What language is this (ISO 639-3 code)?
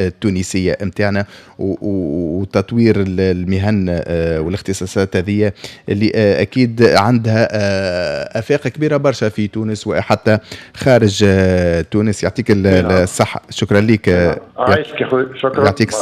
aeb